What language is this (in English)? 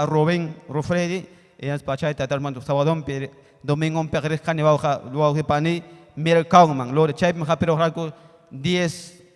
Ayacucho Quechua